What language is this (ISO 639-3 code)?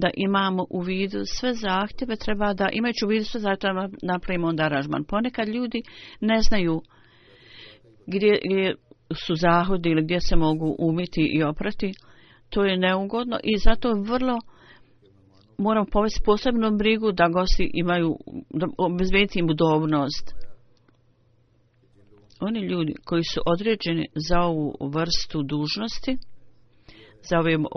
bos